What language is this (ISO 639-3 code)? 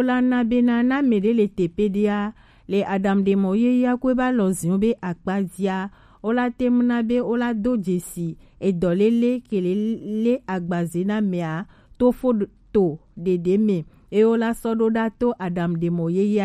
gej